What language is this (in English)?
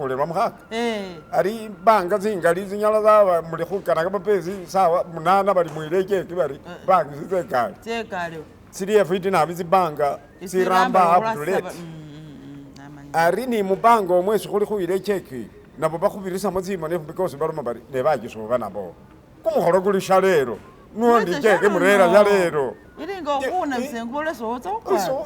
Masaaba